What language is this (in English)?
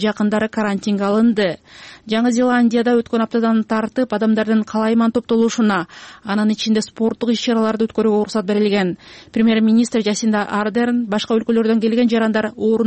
Kyrgyz